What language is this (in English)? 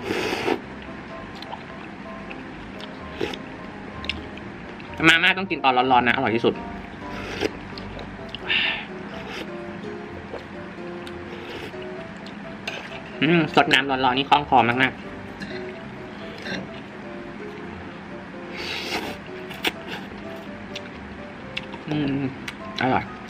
Thai